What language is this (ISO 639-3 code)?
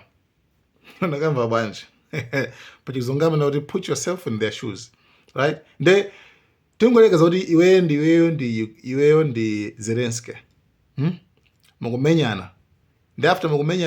nya